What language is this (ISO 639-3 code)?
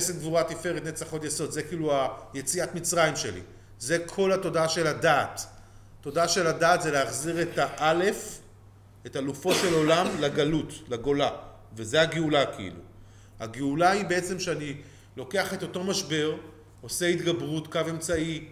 heb